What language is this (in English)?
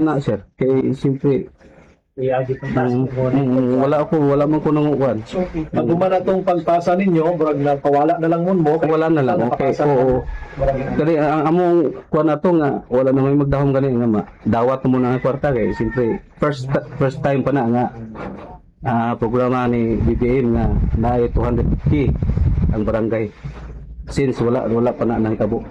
Cebuano